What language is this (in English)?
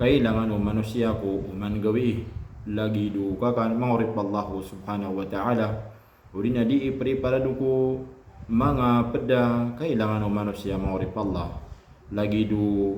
Maranao